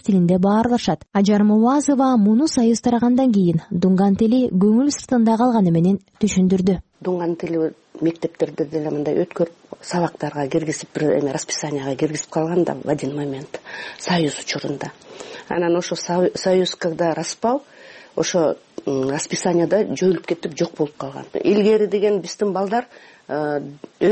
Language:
Kyrgyz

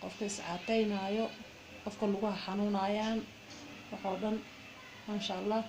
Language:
Somali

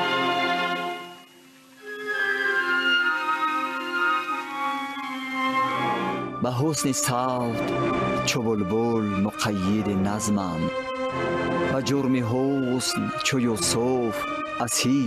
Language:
Persian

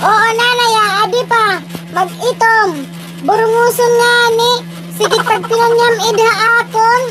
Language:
Waray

